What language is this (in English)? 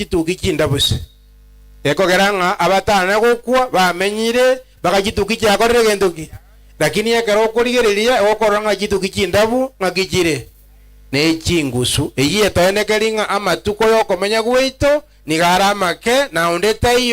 Gusii